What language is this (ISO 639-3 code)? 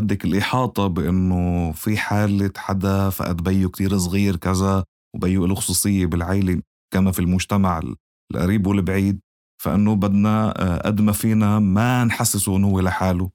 apc